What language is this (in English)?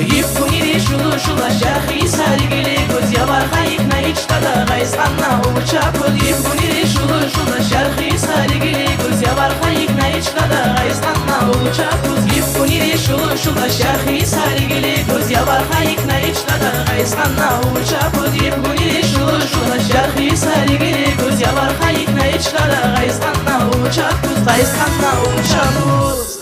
Tabassaran